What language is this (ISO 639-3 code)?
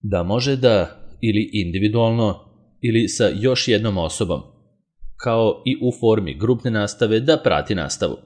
srp